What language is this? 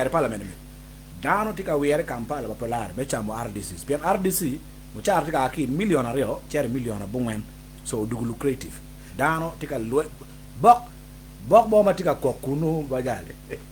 Acoli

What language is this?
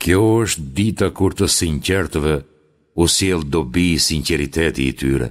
Albanian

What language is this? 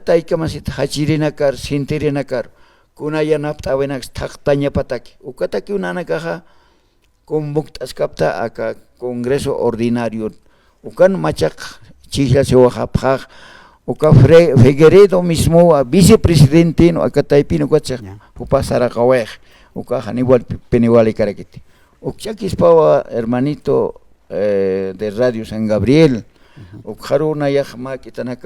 Aymara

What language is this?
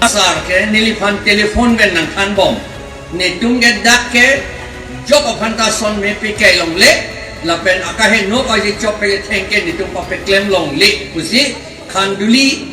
Karbi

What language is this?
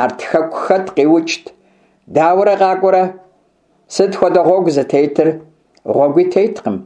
Kabardian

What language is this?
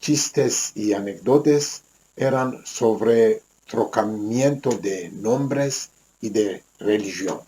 Ladino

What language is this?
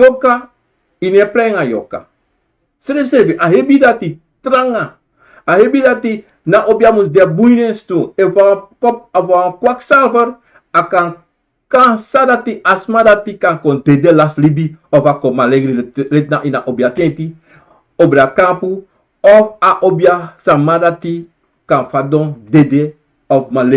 Sranan Tongo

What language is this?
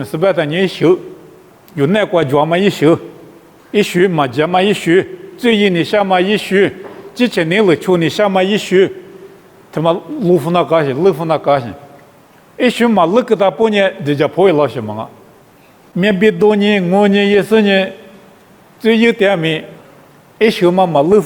Lisu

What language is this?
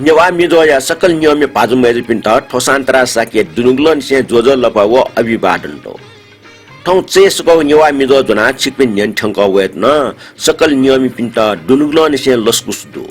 Newari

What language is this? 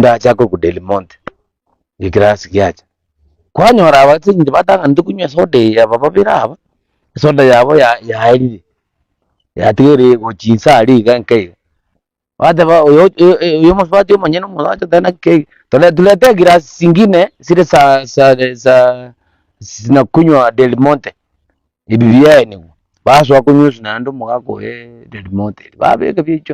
Gusii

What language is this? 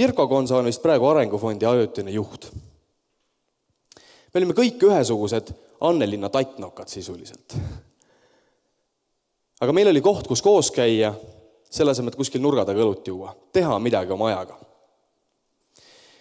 Estonian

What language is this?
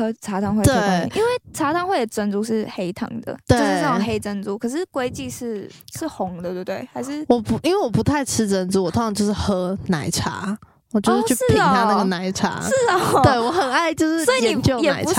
Chinese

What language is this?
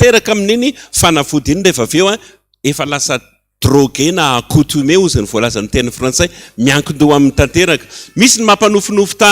Malagasy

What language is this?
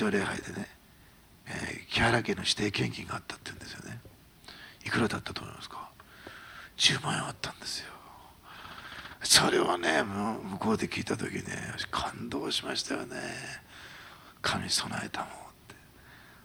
Japanese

